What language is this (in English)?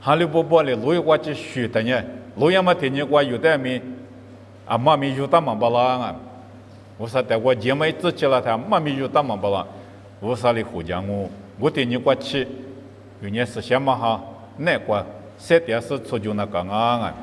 Lisu